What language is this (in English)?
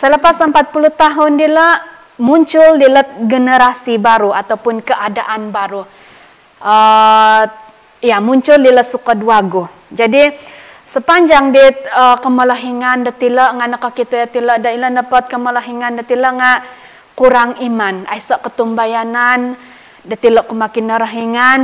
Central Dusun